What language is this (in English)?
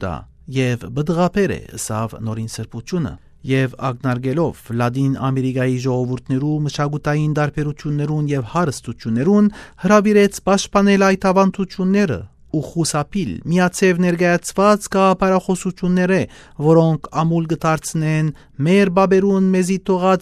Western Armenian